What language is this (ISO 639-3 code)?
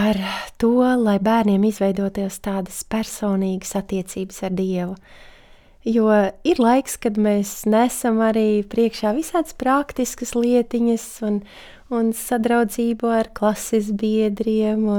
lav